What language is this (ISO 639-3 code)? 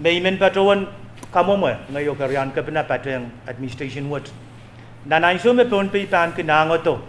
pon